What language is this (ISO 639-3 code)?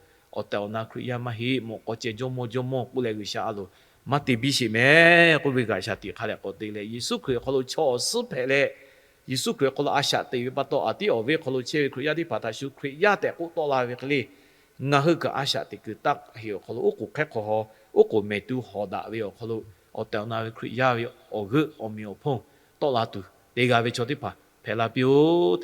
lhu